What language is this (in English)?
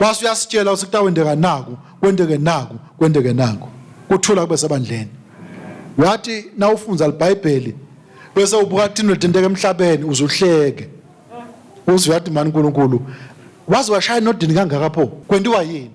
Swati